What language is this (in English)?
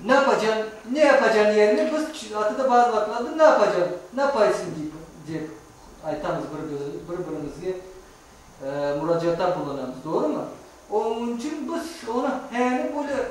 Crimean Tatar